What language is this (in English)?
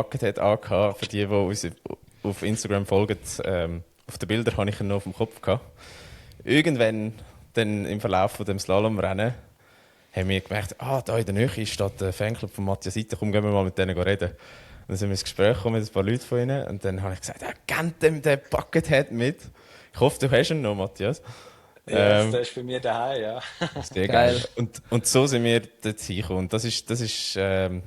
Swiss German